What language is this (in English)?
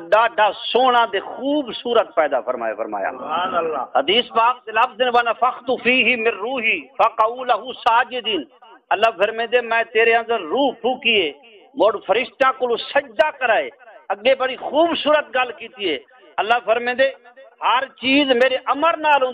Saraiki